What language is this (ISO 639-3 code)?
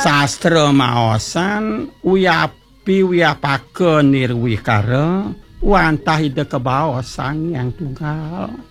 ban